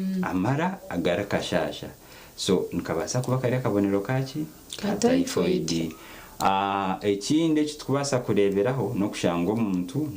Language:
Nyankole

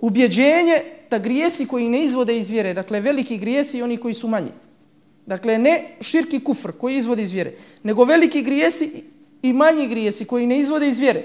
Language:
Bosnian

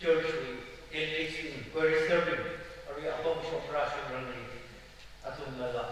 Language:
Tangkhul Naga (India)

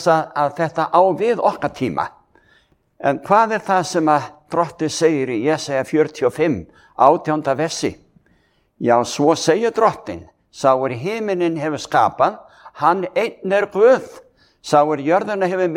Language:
Icelandic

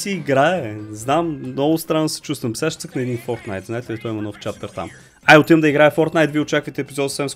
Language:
Bulgarian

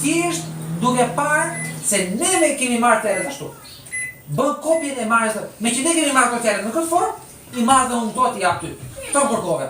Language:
Albanian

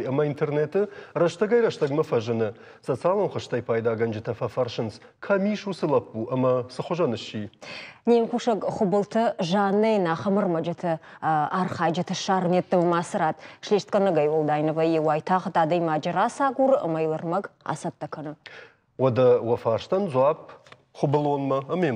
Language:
Ossetic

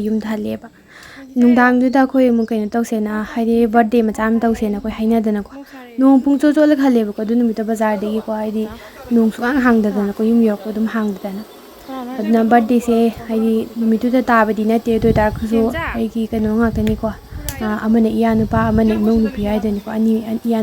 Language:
Manipuri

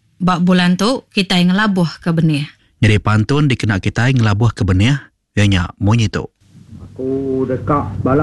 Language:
Iban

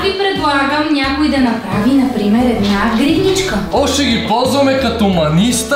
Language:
Bulgarian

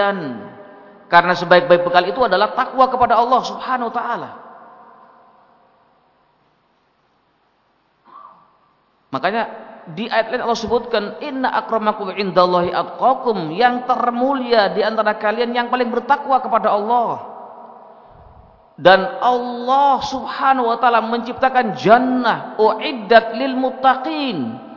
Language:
Indonesian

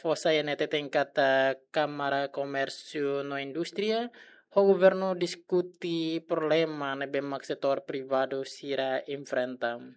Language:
Tetum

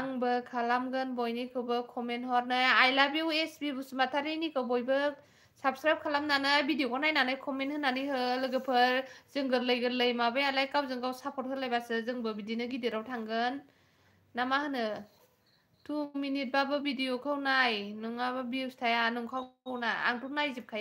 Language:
Bodo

